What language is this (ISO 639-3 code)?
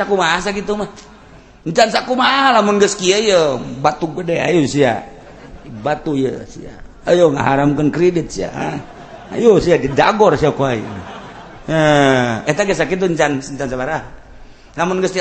sun